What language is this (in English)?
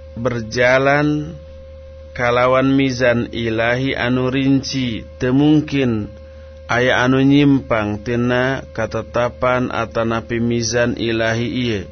Sundanese